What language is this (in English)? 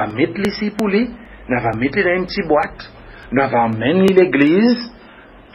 Seselwa Creole French